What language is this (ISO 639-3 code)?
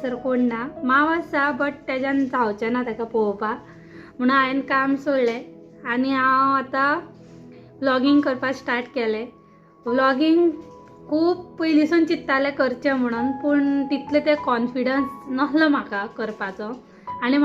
kok